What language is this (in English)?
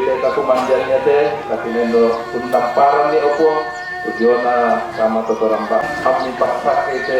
Toraja-Sa'dan